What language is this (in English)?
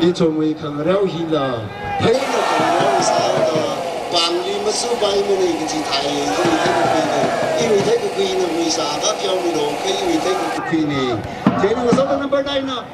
Tangkhul Naga (India)